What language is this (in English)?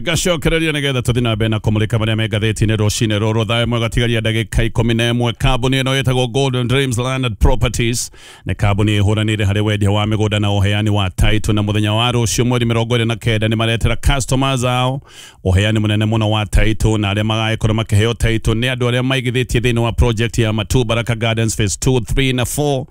Kikuyu